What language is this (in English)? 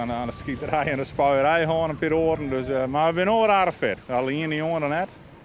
Western Frisian